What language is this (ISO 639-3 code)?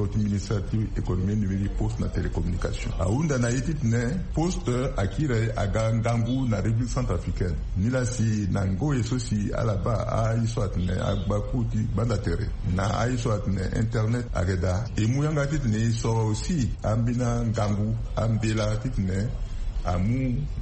sag